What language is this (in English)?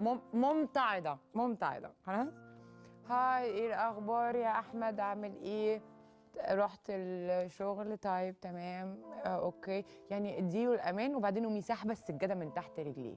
Egyptian Arabic